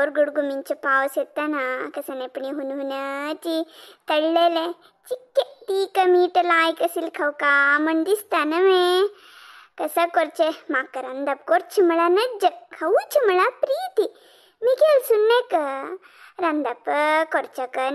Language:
Konkani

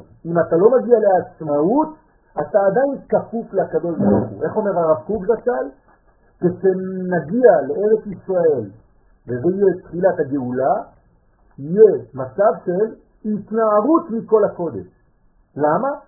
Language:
Hebrew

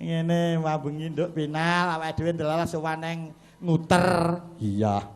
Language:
Javanese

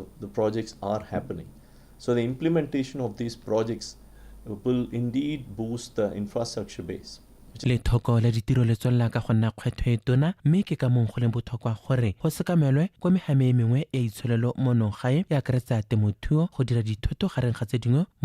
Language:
Tswana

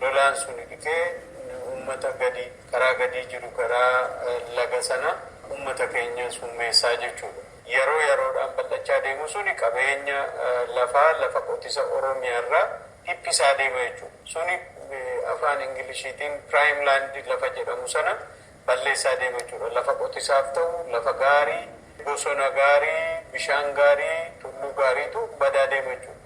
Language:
Oromo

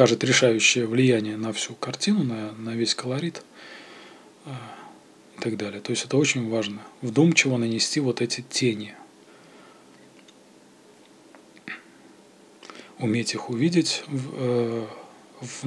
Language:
Russian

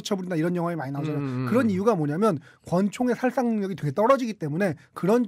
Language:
Korean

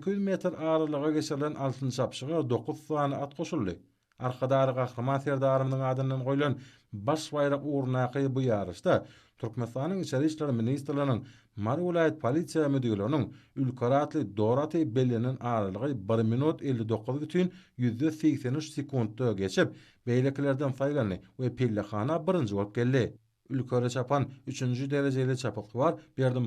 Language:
Turkmen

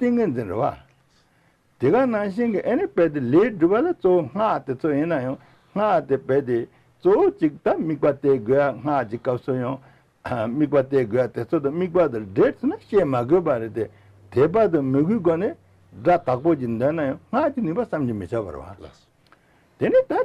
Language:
Tibetan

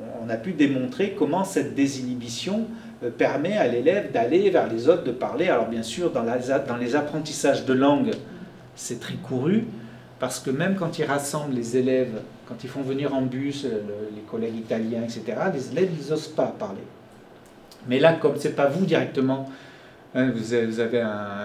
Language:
French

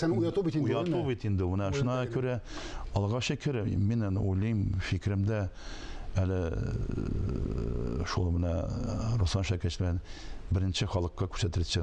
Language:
Tatar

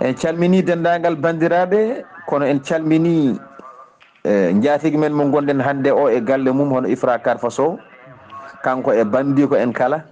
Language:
Fula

